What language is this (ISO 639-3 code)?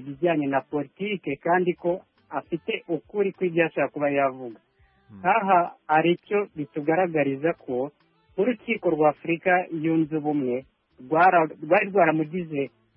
kin